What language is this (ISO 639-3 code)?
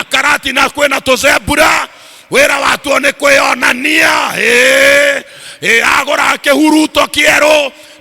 kik